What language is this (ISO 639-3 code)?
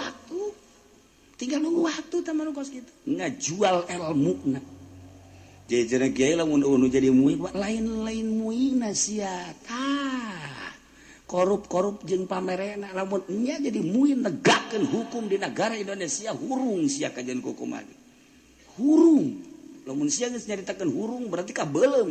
sun